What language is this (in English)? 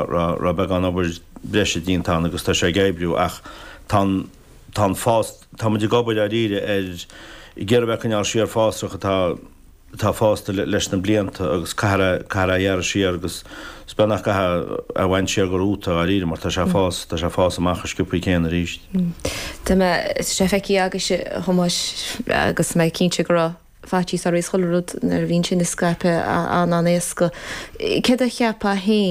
Irish